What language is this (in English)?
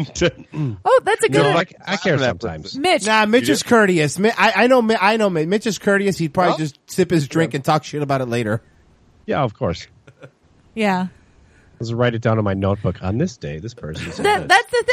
English